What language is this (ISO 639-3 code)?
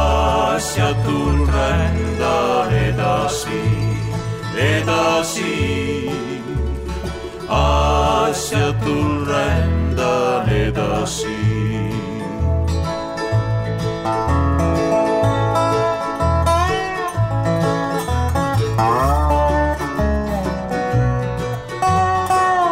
est